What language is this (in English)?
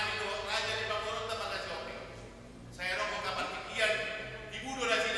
Batak Toba